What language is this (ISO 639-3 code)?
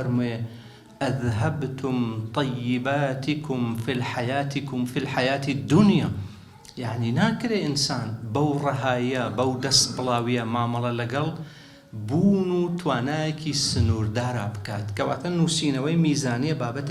ckb